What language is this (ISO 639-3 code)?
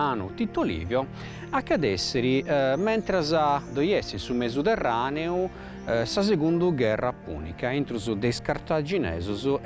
srd